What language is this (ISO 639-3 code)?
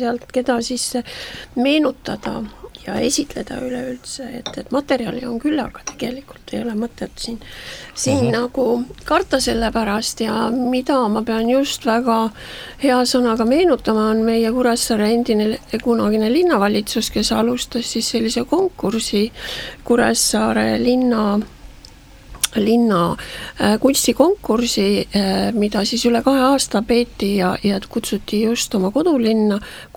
est